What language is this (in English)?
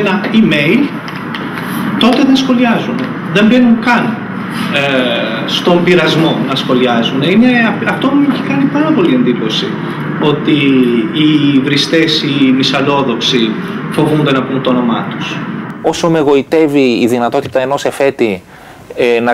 Greek